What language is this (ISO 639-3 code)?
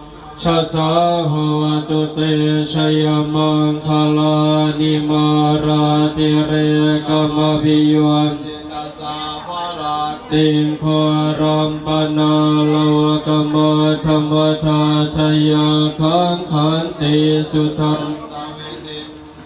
pli